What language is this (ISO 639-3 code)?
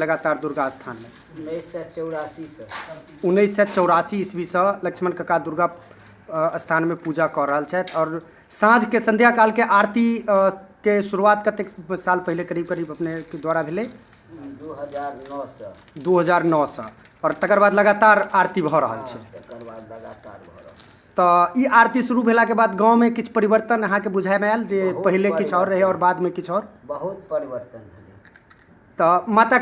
mai